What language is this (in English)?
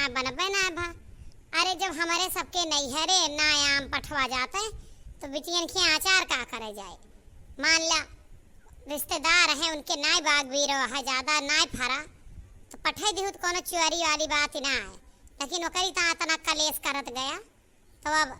Awadhi